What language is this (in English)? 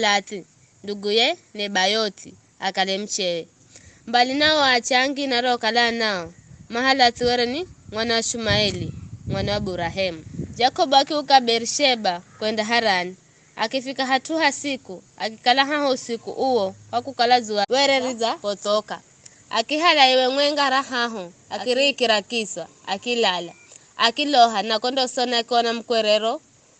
Giryama